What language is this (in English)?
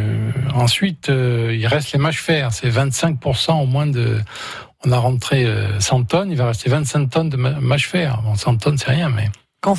French